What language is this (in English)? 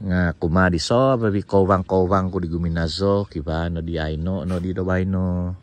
Central Dusun